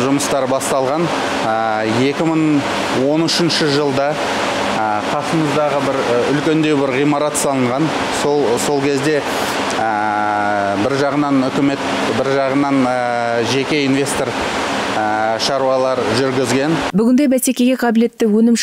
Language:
Kazakh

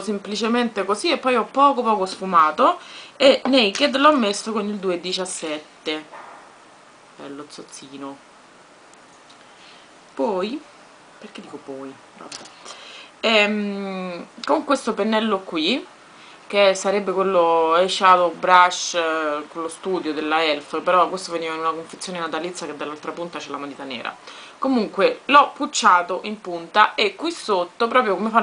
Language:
Italian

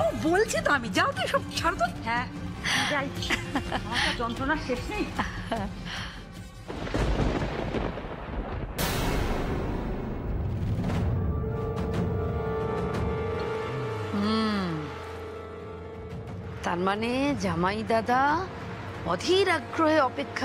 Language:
Bangla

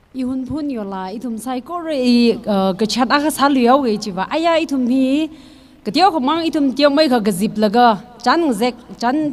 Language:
Tangkhul Naga (India)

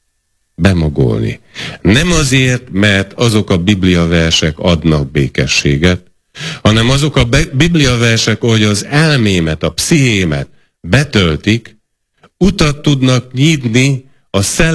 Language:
Hungarian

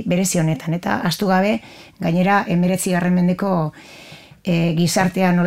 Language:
Basque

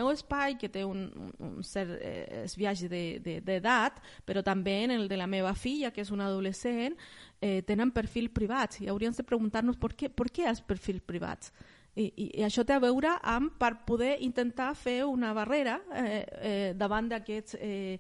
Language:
Catalan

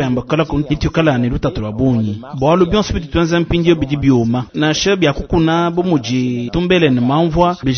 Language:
Luba-Lulua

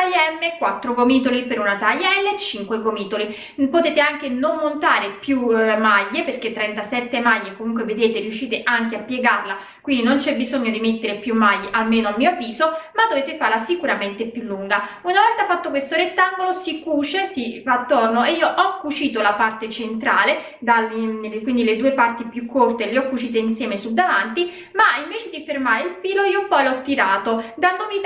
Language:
Italian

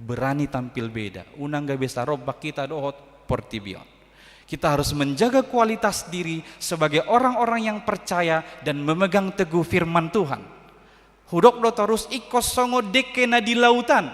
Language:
Batak Toba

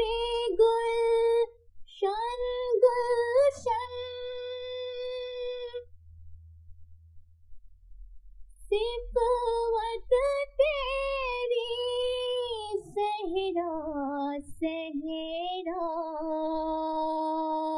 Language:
Urdu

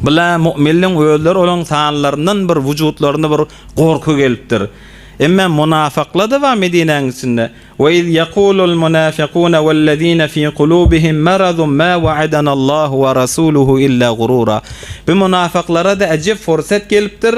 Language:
Turkmen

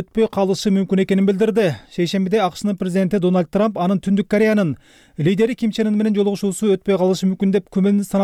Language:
Kyrgyz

